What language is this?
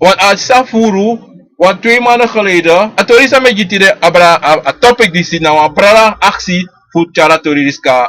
Sranan Tongo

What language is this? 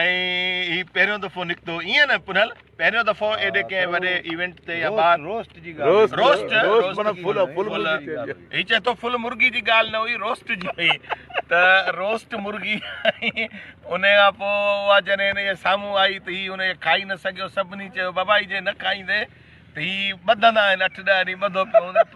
Sindhi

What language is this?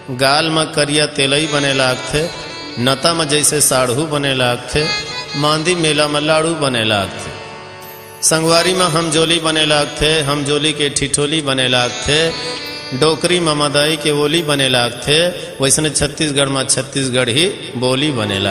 Chhattisgarhi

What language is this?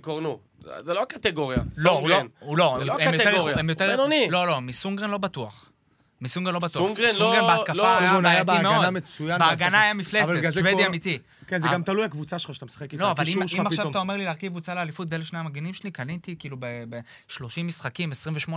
Hebrew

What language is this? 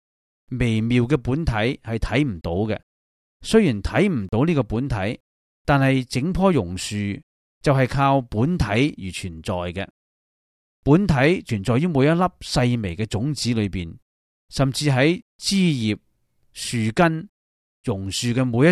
Cantonese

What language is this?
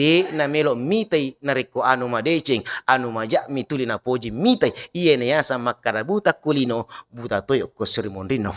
Buginese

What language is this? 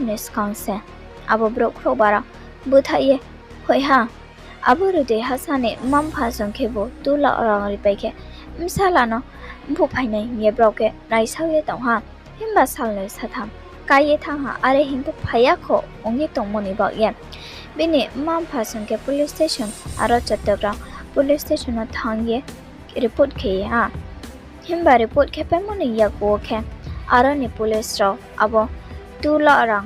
Riang (India)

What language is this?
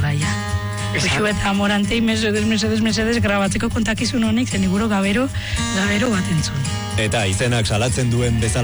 Basque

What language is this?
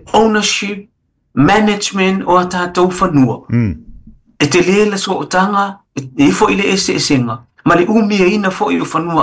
Samoan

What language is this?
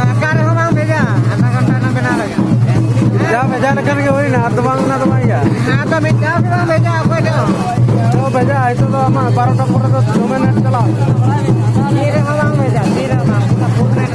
Santali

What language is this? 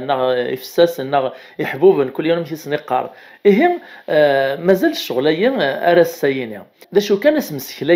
Kabyle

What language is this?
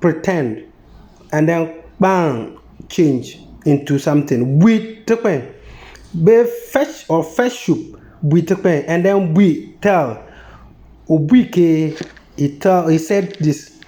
Konkomba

